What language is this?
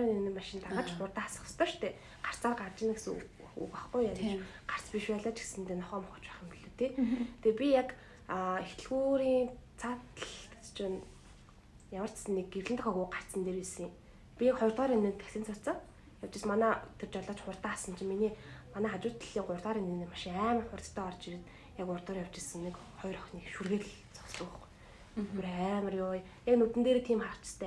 Mongolian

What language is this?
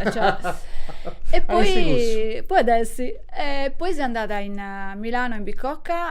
Sardinian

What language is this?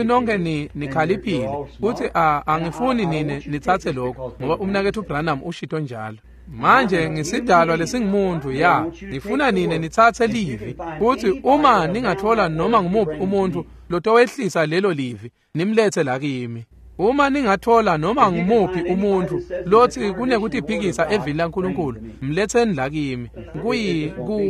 Swati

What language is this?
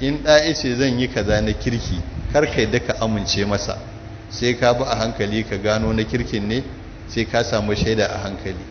Hausa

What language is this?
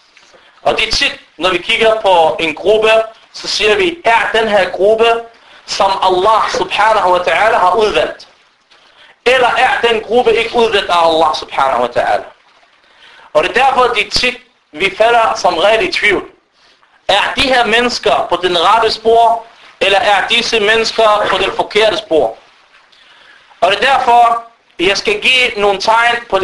Danish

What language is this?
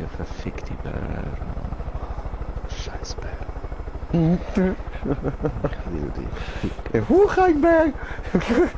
Swiss German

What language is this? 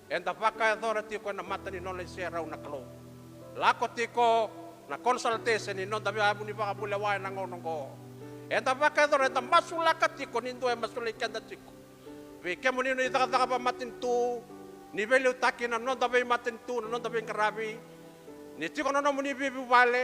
Fijian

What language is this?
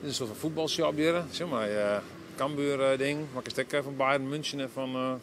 Western Frisian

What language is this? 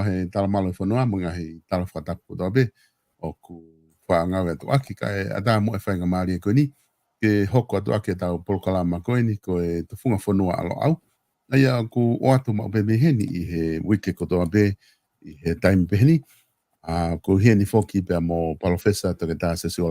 Tongan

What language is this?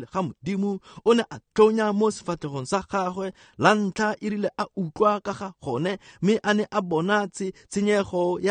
Tswana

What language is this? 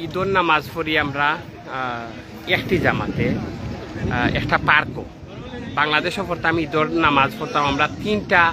Sylheti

